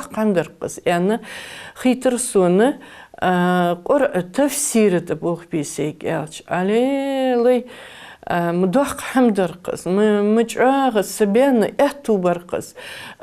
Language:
Ingush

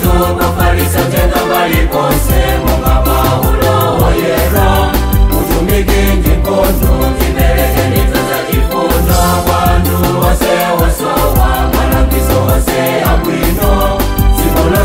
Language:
Nyanja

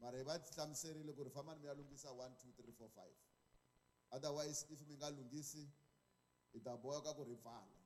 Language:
Tsonga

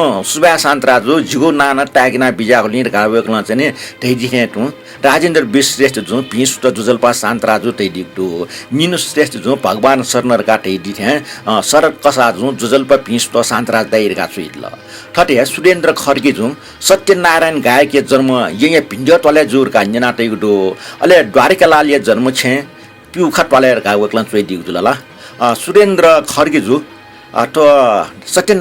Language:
Newari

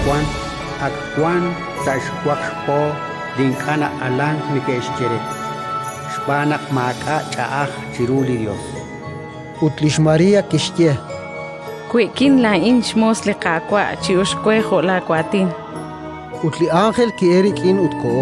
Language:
Kekchí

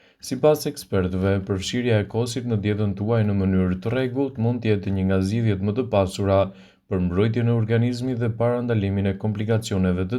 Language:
Albanian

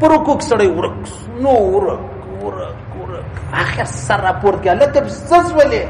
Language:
Pashto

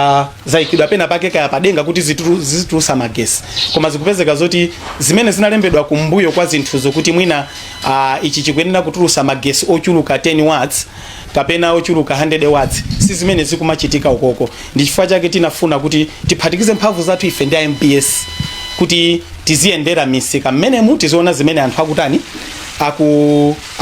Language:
Nyanja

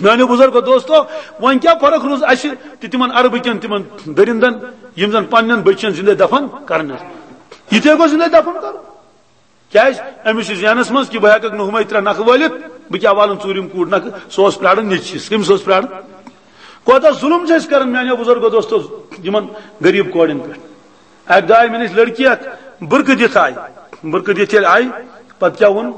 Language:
Kashmiri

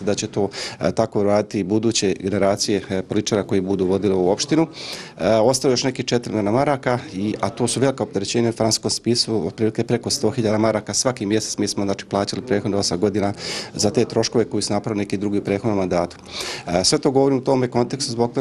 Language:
Bosnian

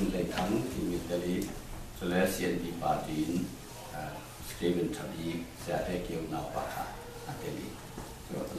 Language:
Falam Chin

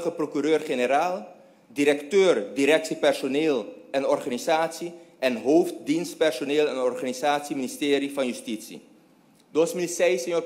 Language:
Papiamento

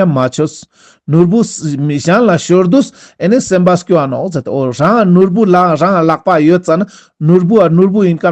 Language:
Ladakhi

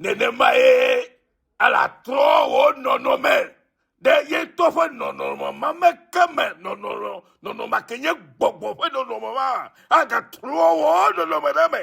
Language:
Ewe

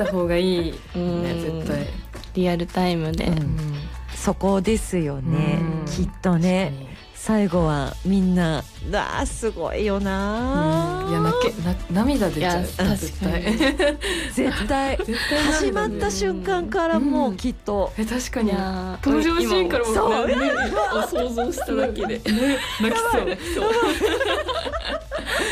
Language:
Japanese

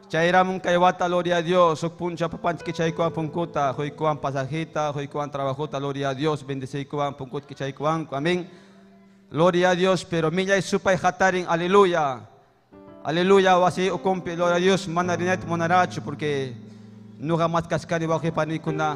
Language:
Ayacucho Quechua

